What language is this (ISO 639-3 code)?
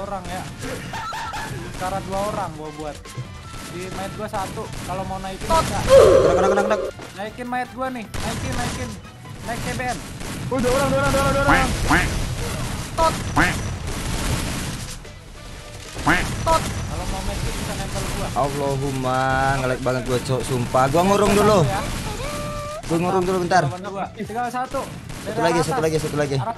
ind